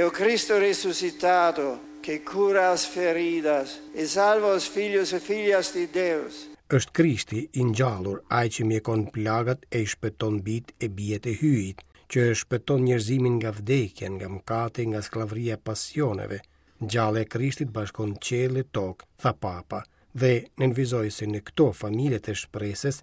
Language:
Albanian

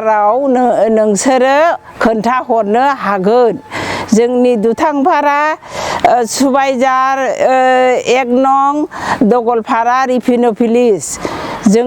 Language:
Bodo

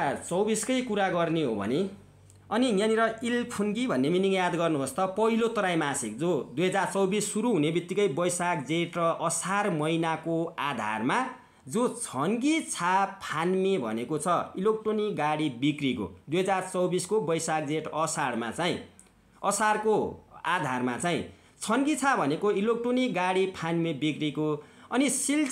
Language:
Nepali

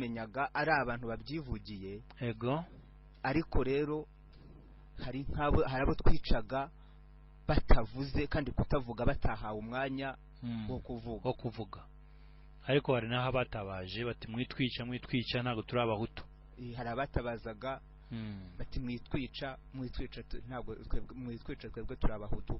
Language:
Kinyarwanda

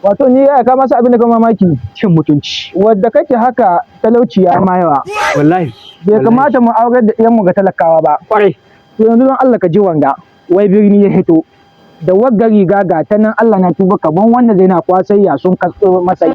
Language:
Hausa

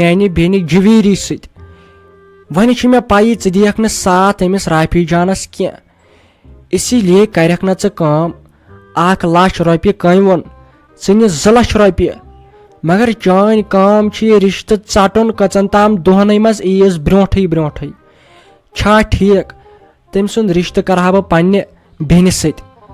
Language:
Kashmiri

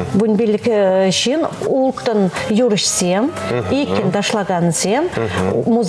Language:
Chuvash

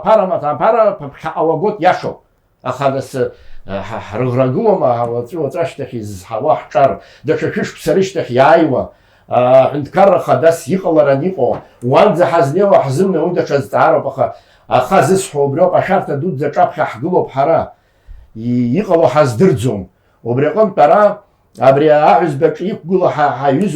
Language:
Abkhazian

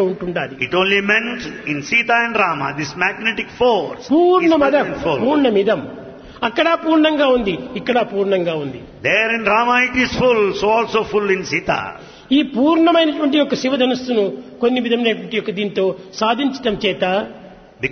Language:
Telugu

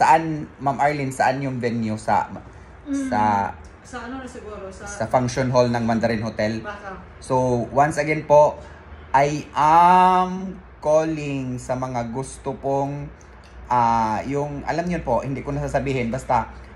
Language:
Filipino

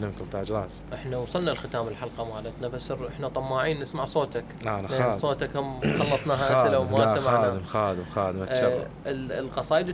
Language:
Mesopotamian Arabic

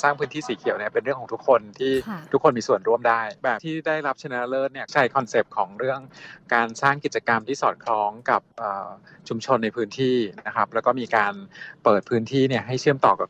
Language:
Thai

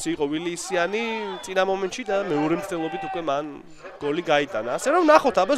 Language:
Georgian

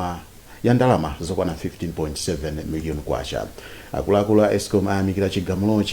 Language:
Nyanja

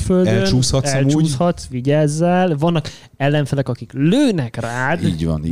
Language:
Hungarian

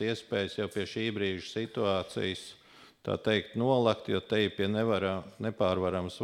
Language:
Latvian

